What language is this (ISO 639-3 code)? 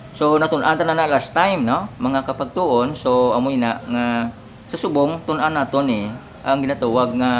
hil